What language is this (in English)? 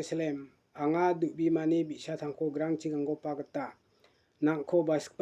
Garo